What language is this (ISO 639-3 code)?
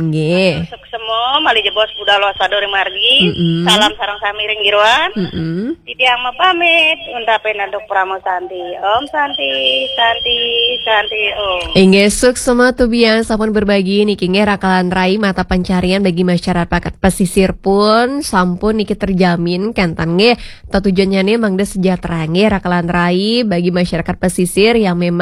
ban